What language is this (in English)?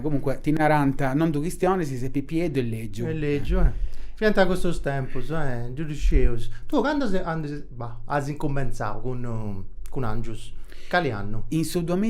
Sardinian